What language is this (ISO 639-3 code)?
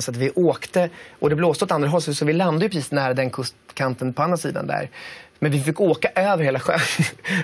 swe